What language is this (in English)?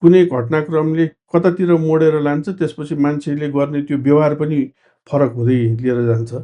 Nepali